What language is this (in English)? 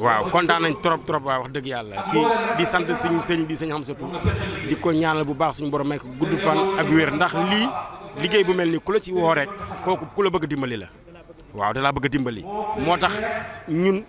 Wolof